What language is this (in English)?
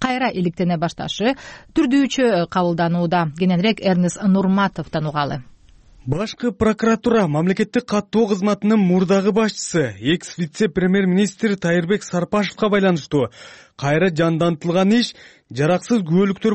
Kyrgyz